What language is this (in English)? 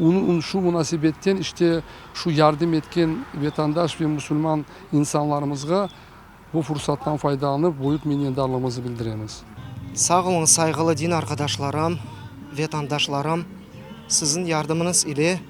Crimean Tatar